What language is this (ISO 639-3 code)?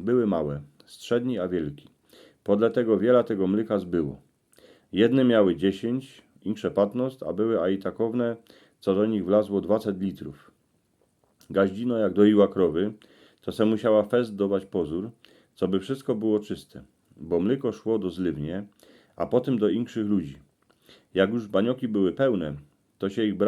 szl